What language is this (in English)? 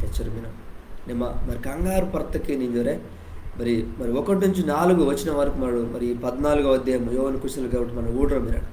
Koya